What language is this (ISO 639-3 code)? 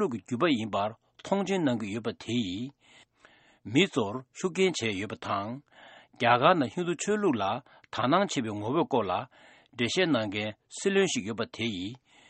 bod